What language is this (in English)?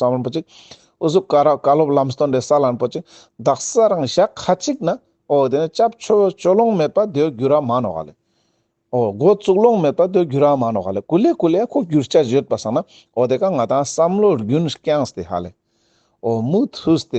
Ladakhi